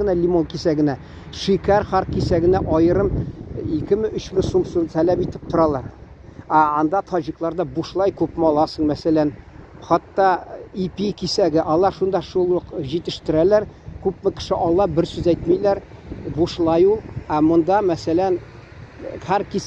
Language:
Tatar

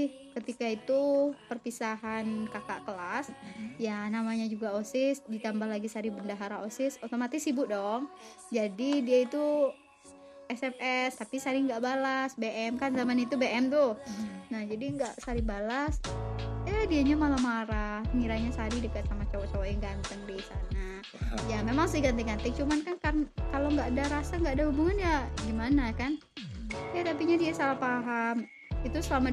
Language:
Indonesian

